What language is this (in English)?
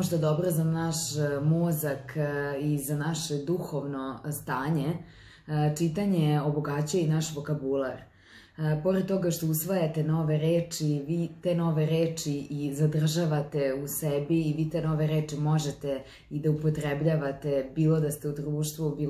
Serbian